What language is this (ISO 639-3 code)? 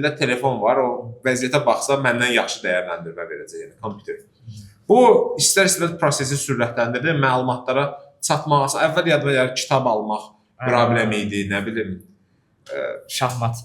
aze